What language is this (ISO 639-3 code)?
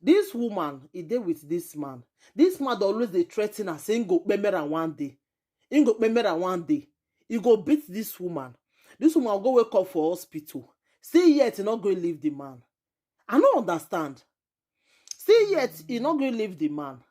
pcm